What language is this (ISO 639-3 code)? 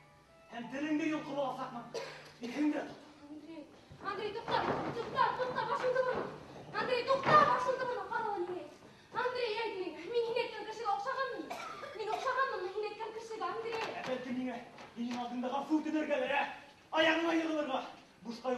bak